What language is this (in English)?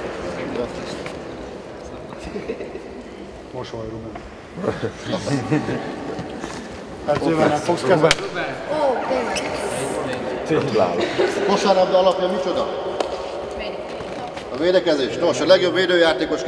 Hungarian